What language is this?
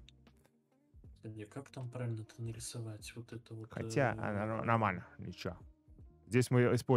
Russian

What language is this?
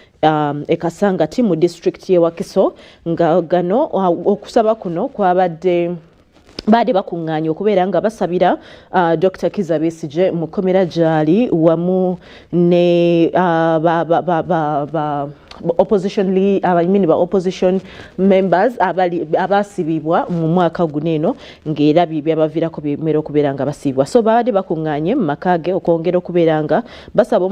Ganda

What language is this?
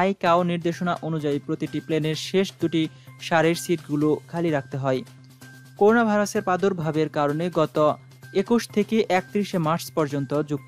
Bangla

